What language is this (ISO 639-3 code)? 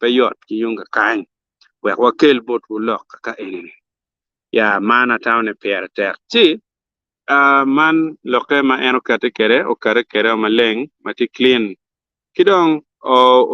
ach